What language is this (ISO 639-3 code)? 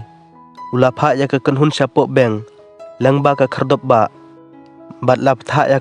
kha